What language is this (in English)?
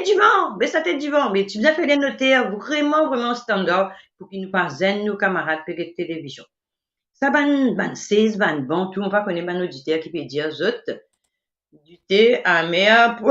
Morisyen